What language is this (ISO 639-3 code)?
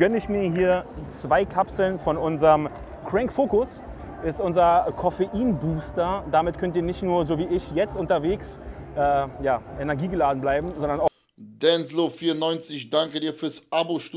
deu